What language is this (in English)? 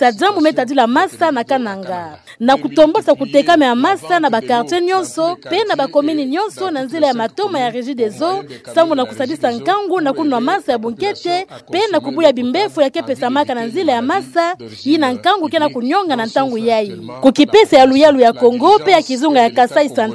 Kituba (Democratic Republic of Congo)